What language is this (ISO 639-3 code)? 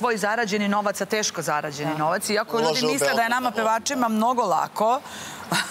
srp